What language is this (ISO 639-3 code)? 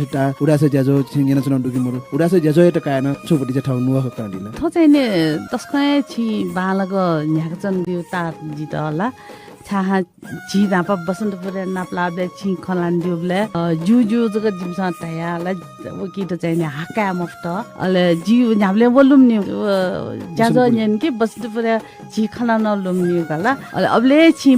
new